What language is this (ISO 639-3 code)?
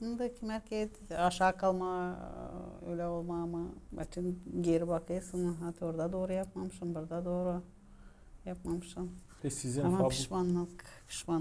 gag